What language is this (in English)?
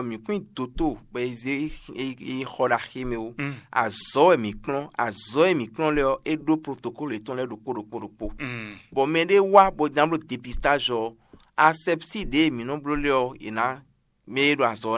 Fon